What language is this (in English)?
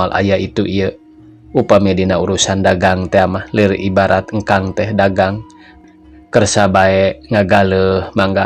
Sundanese